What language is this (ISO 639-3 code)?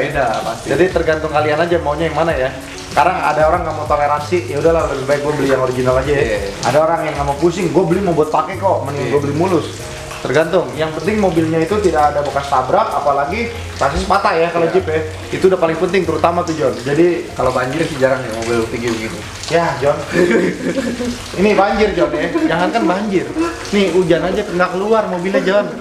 ind